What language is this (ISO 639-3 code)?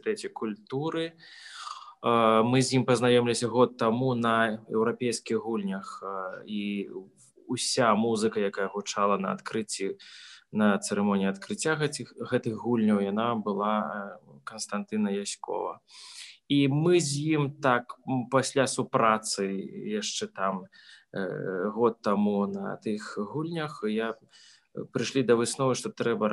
bel